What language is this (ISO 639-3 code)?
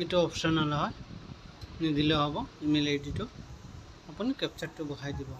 asm